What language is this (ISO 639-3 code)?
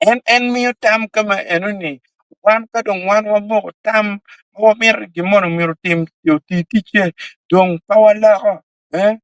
ach